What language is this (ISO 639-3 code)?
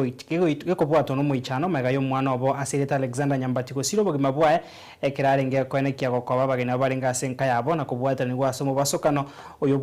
guz